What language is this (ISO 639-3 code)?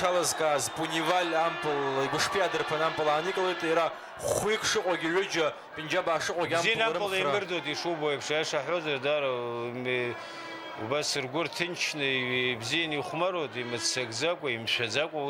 abk